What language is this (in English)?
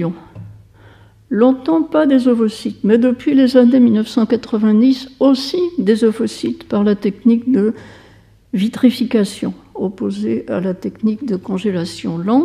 French